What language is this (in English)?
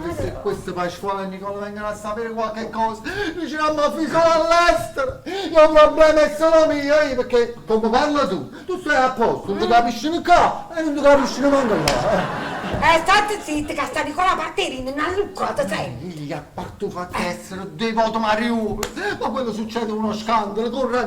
Neapolitan